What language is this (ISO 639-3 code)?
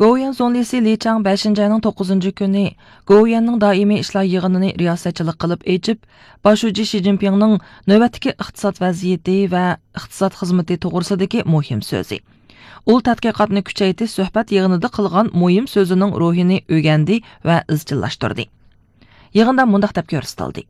uig